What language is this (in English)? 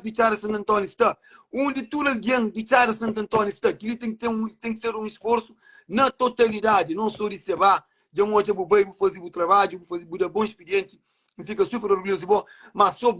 Kabuverdianu